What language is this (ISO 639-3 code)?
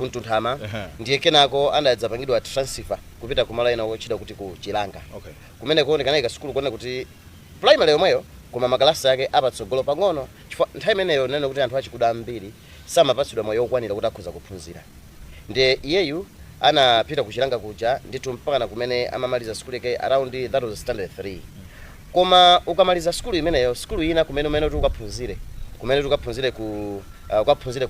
nya